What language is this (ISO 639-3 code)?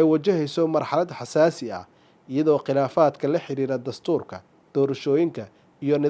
som